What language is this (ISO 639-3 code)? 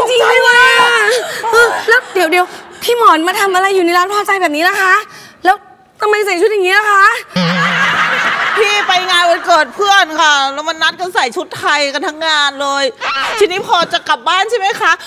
tha